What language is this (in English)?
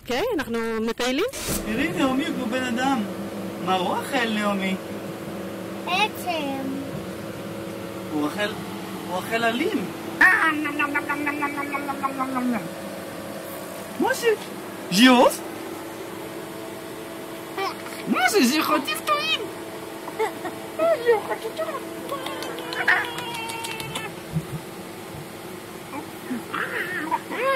Hebrew